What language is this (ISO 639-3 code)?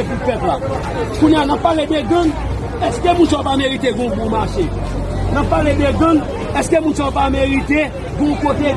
hat